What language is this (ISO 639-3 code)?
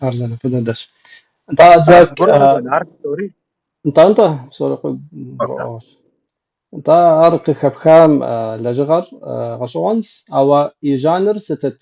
kbd